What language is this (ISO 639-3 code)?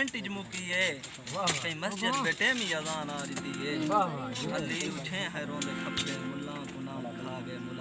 skr